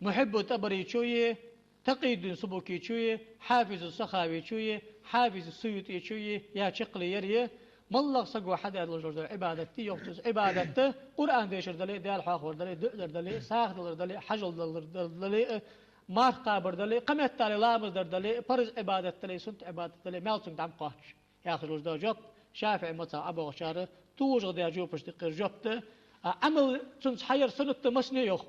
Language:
Ingush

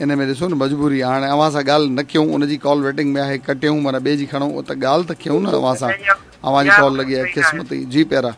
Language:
Sindhi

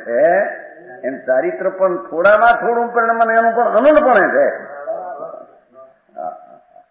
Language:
Gujarati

